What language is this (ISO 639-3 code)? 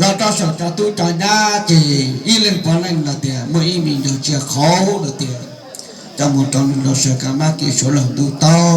hmn